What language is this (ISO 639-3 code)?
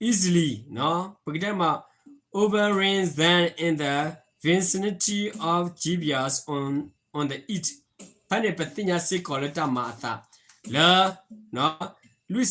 ksw